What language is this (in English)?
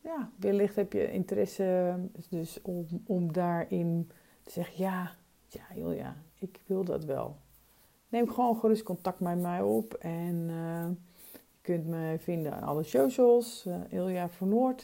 Dutch